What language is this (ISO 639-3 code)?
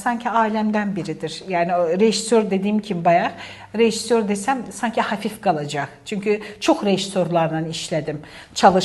aze